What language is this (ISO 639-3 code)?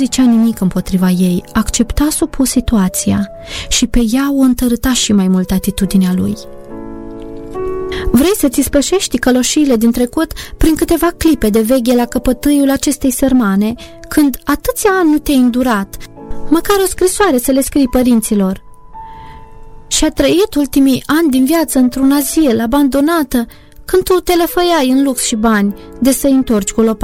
ron